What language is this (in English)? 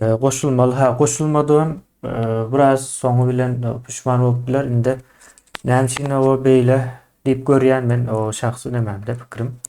Turkmen